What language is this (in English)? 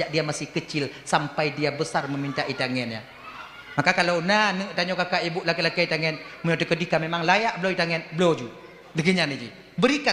Achinese